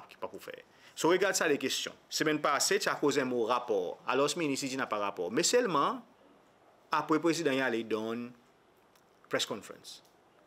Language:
Seselwa Creole French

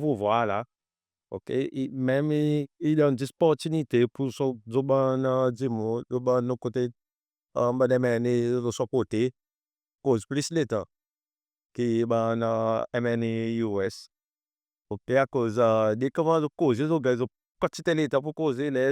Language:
Seselwa Creole French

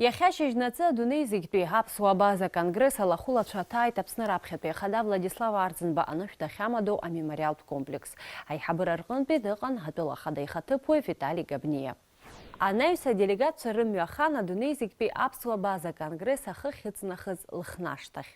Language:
Abkhazian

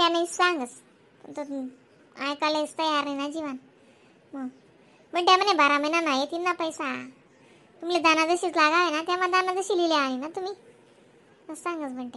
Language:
Khandesi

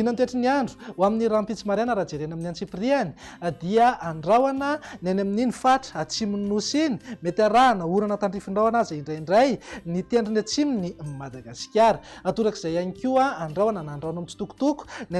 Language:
Malagasy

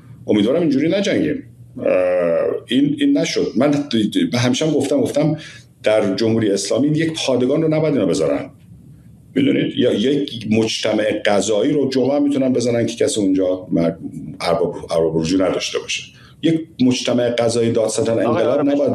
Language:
Persian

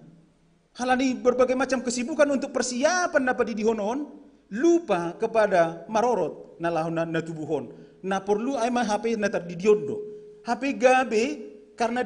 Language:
Batak Simalungun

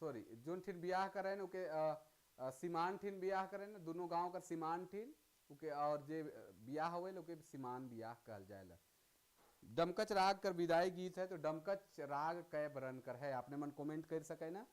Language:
Sadri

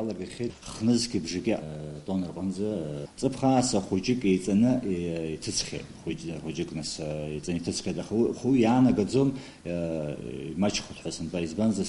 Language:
Abkhazian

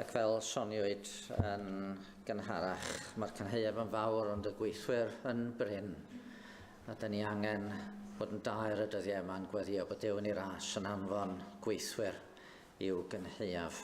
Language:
Welsh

